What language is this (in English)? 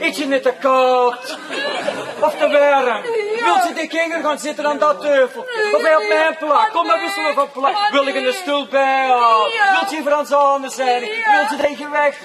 Limburgish